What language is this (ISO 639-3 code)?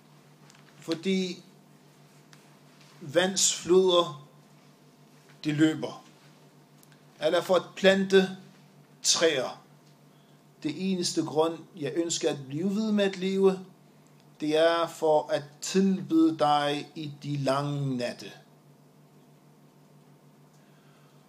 dan